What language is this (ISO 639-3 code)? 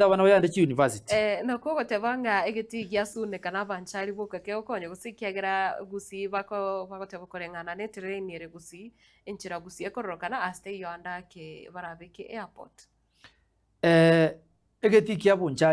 guz